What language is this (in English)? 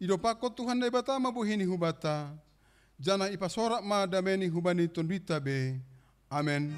Batak Simalungun